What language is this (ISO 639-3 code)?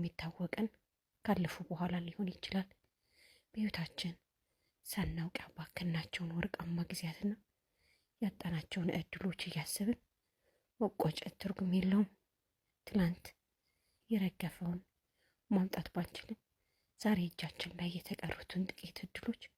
amh